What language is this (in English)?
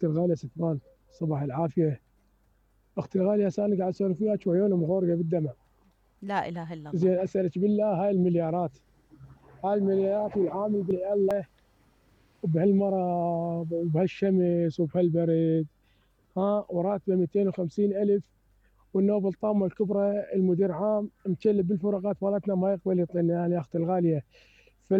Mesopotamian Arabic